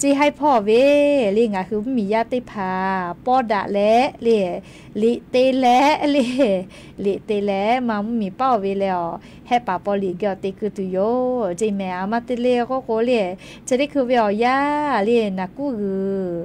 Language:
Lahu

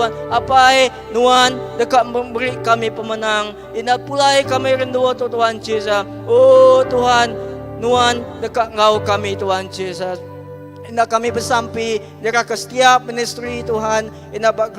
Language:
Iban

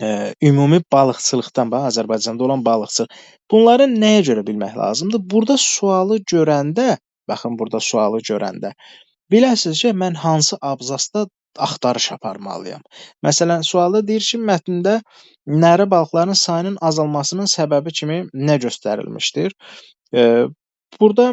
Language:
Azerbaijani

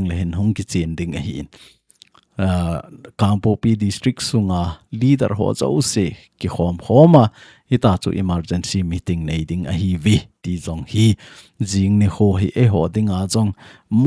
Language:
Thado Chin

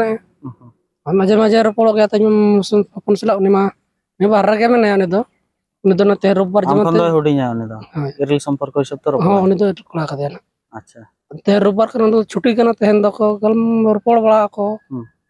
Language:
Santali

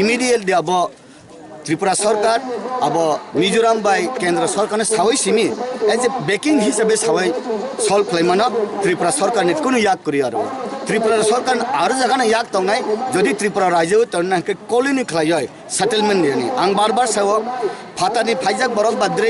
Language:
Kok Borok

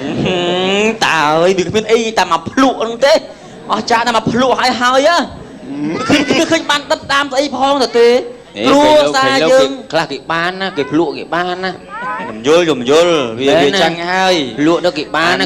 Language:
Khmer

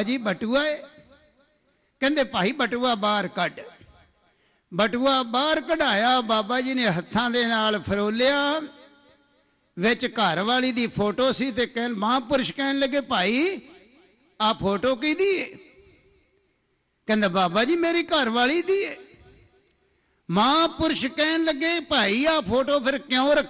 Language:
Punjabi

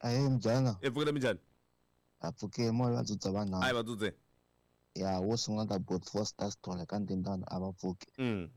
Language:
Tsonga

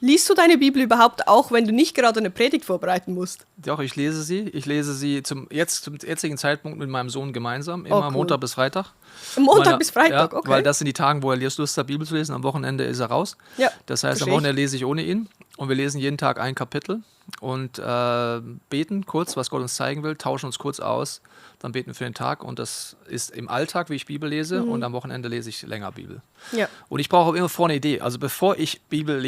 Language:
Swiss German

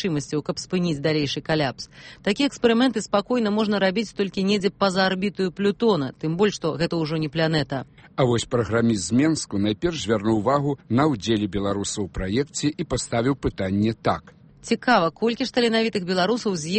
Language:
Belarusian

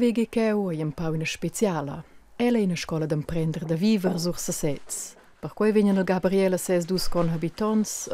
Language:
Romansh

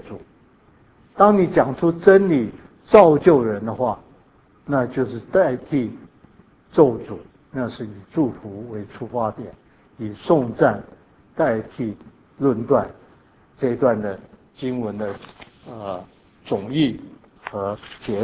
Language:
Chinese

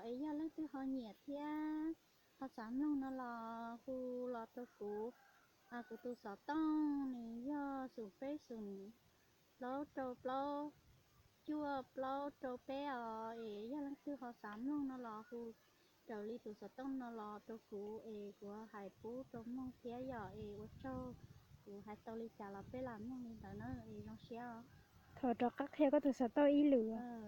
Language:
Hmong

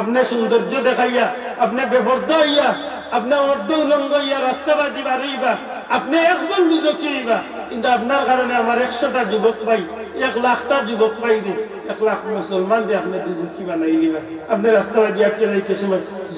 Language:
Sylheti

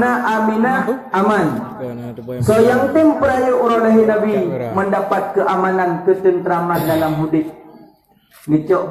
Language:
Achinese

